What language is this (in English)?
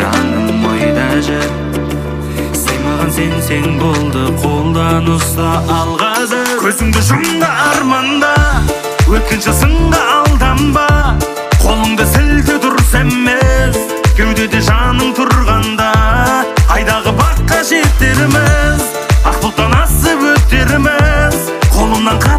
Kazakh